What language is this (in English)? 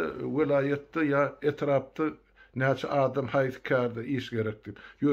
Turkmen